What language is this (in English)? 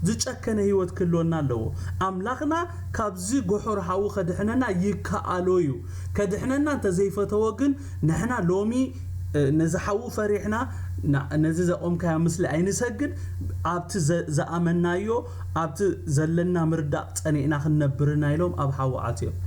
Tigrinya